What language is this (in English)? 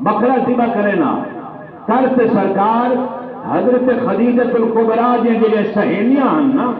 Saraiki